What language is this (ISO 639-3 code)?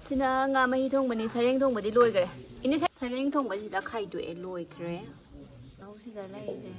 mni